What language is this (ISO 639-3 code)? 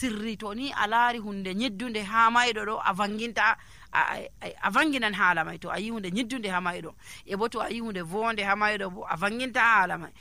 fuv